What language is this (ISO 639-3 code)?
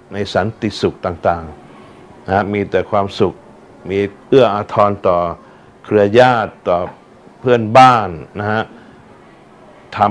tha